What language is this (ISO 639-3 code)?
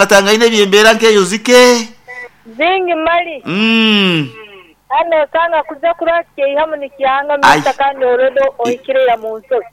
nyn